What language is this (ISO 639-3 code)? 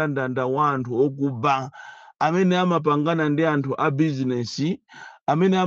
nya